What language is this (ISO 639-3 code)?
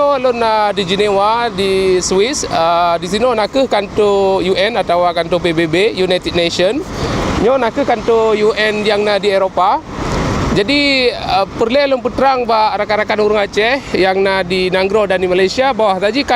ace